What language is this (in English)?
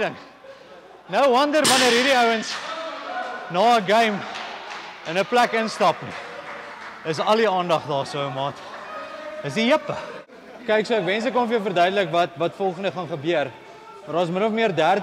Afrikaans